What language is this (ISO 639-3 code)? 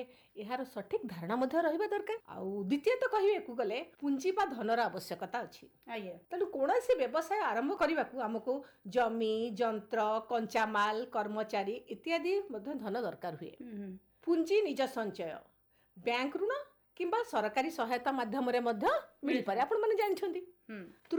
ori